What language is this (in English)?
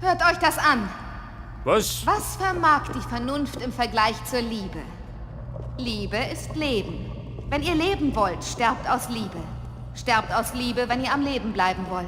Bavarian